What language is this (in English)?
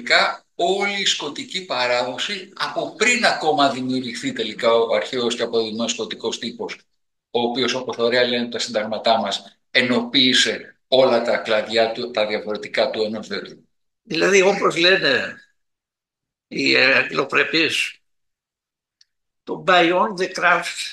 Greek